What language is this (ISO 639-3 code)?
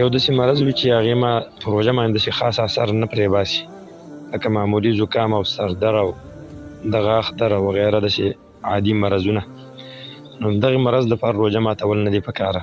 pus